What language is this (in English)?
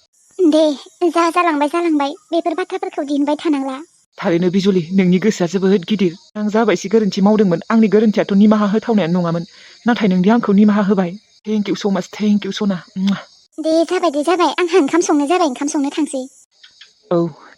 Bodo